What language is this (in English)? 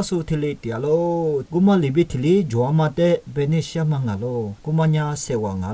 Lisu